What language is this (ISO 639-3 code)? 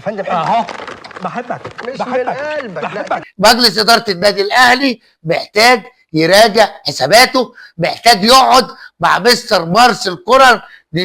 arz